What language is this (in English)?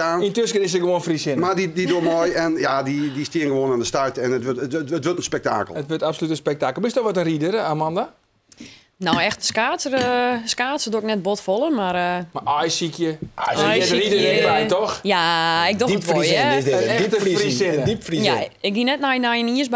Western Frisian